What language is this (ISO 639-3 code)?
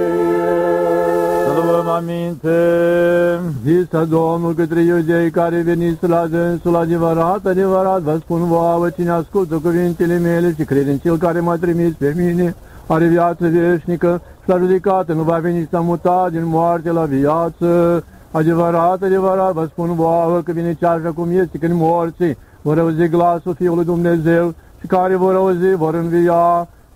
ron